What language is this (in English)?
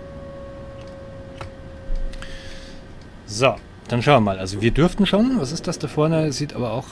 German